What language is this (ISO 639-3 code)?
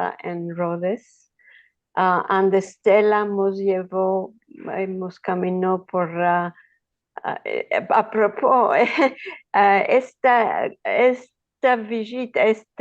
lad